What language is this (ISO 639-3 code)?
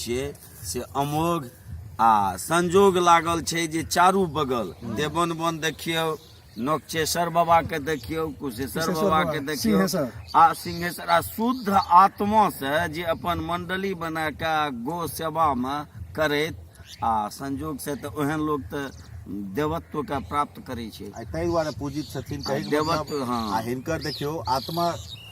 mai